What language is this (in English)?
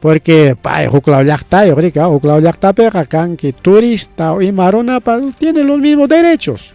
Ayacucho Quechua